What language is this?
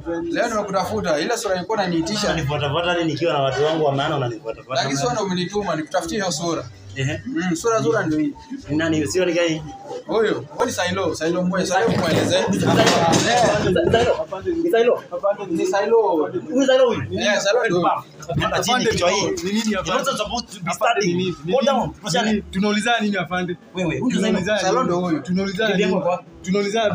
Swahili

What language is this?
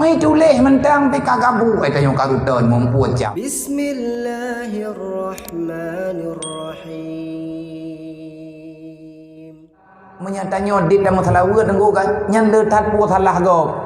Achinese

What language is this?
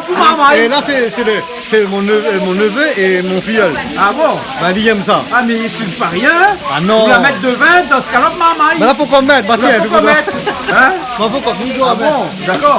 Réunion Creole French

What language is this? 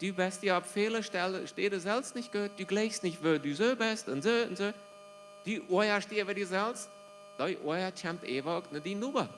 Plautdietsch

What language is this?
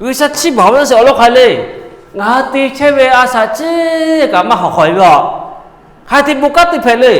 Lahu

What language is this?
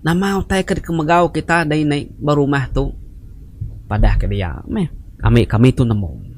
Iban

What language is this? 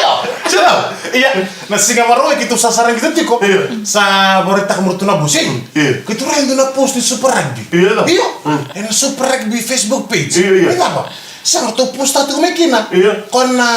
Fijian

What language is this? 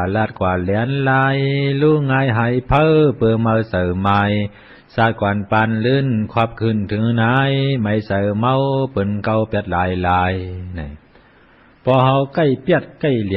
Shan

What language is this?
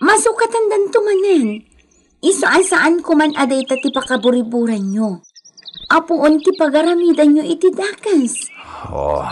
Iloko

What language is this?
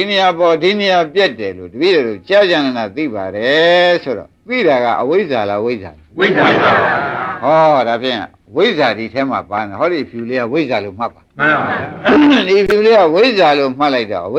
Burmese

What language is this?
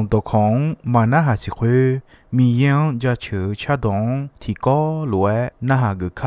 Akha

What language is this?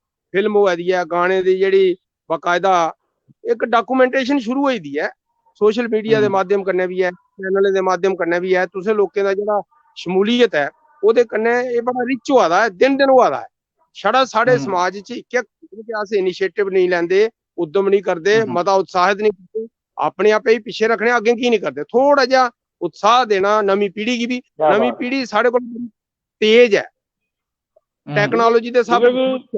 Dogri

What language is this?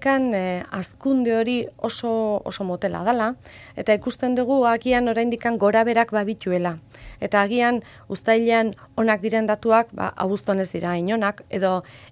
Basque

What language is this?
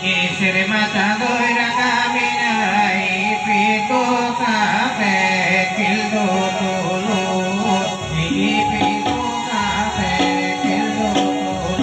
Santali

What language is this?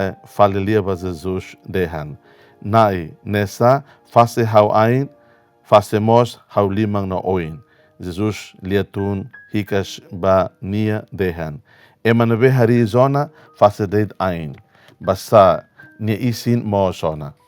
Tetum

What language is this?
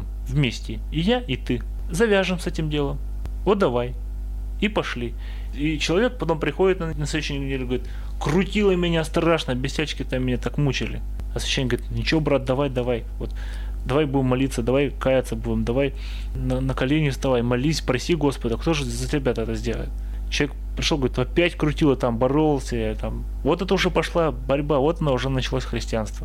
Russian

